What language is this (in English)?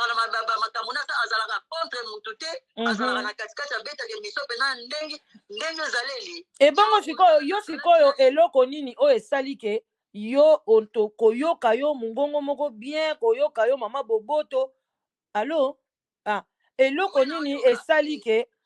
Lingala